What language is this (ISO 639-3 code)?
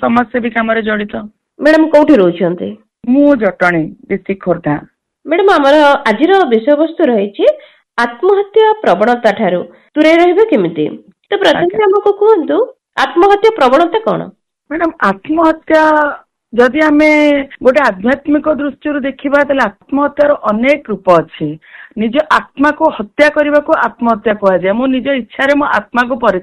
ori